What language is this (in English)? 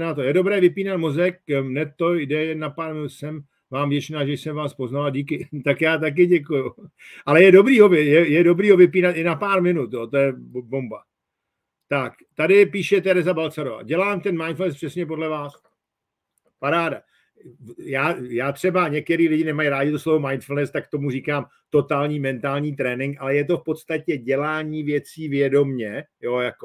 Czech